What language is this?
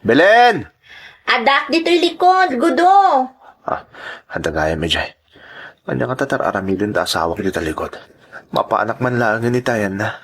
Iloko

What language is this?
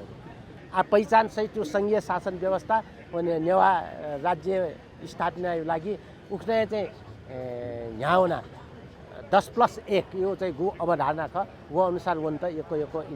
Newari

